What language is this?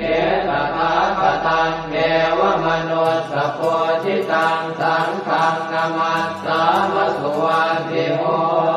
Pali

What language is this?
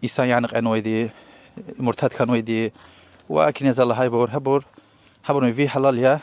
Lezghian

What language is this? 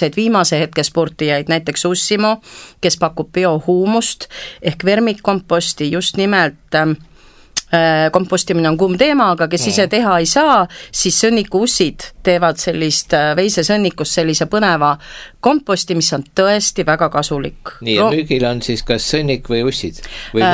Estonian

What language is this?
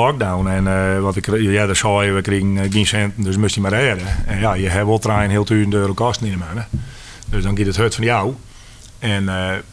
Western Frisian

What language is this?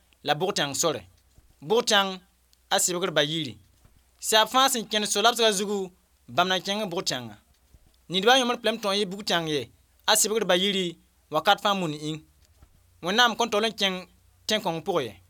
Mossi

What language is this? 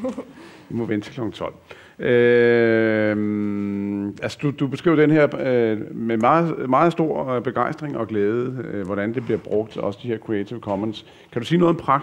Danish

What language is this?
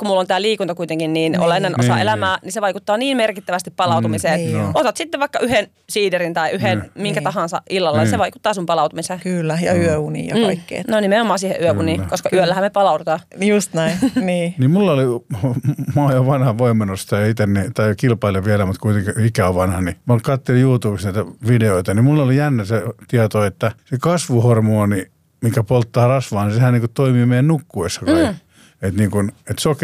Finnish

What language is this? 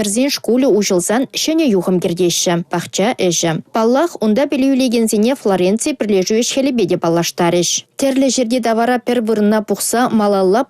Chuvash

